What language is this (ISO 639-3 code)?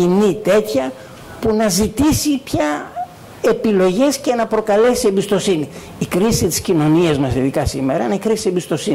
ell